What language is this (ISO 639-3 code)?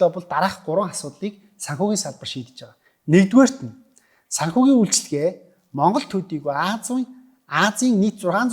mon